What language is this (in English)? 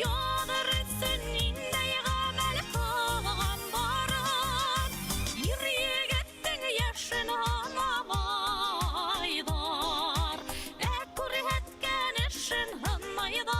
Bashkir